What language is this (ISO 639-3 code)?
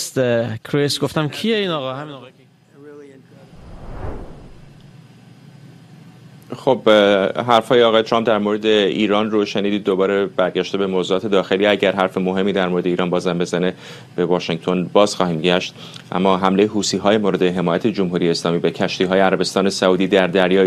fas